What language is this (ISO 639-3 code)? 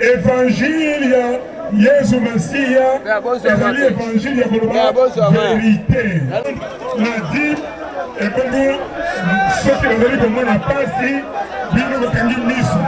lin